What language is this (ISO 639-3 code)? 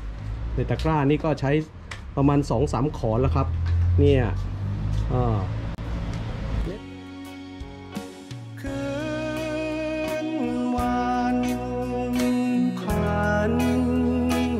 tha